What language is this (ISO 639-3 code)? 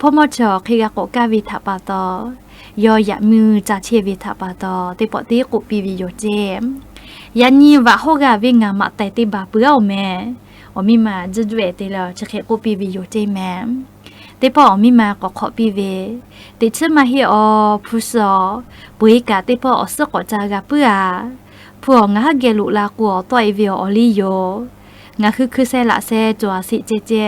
lhu